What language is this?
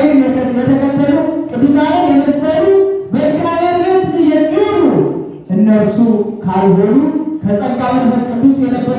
Amharic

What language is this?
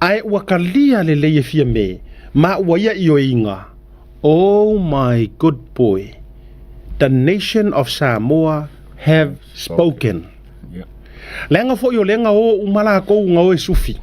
Samoan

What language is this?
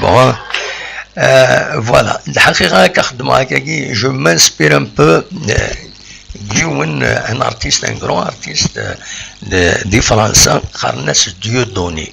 Kabyle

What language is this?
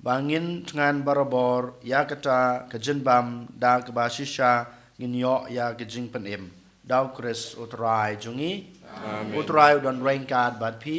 Khasi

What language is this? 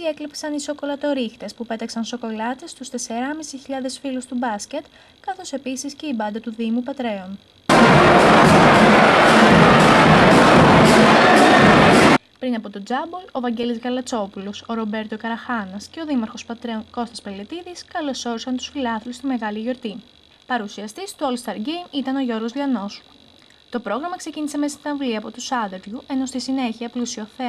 Greek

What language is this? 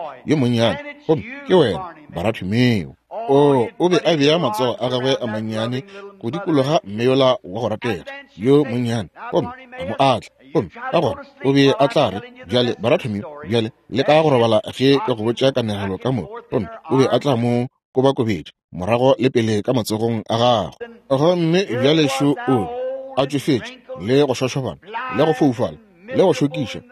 Northern Sotho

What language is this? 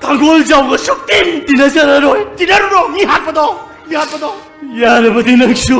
Manipuri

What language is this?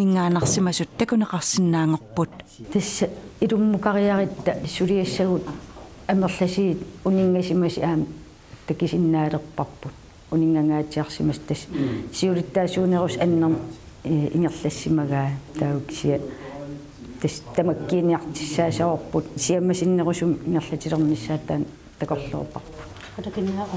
Kalaallisut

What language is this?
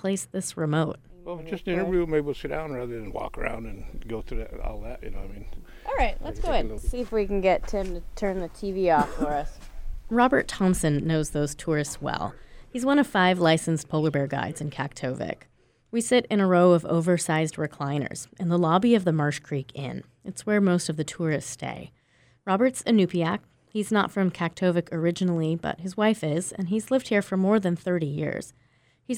English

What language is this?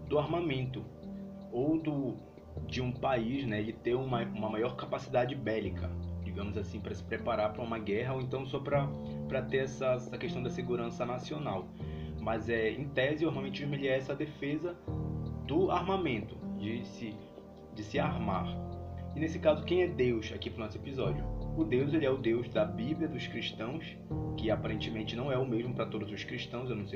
Portuguese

